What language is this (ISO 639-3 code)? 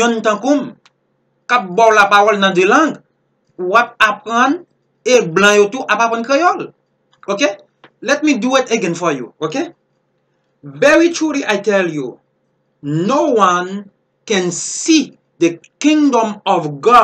hat